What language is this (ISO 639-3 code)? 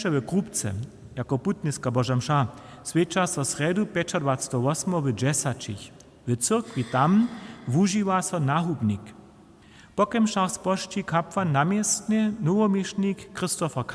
hsb